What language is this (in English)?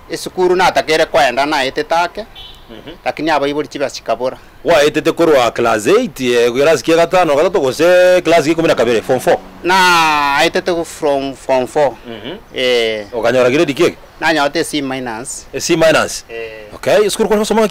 Gusii